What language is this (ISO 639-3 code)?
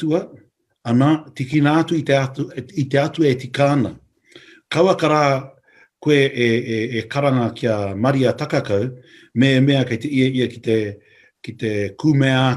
mri